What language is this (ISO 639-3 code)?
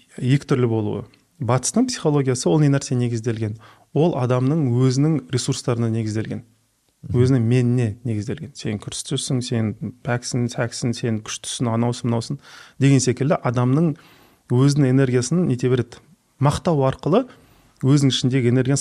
kaz